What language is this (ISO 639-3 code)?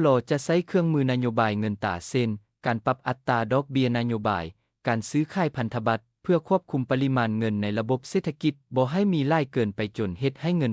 lao